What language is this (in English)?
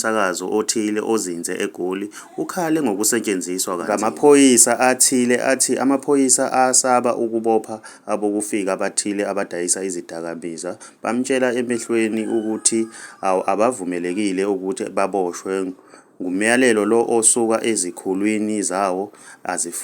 Zulu